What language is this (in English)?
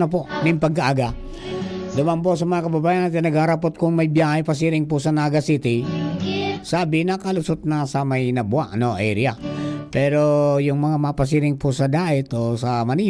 Bikol